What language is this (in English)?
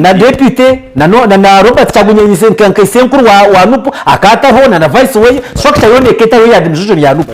Nyankole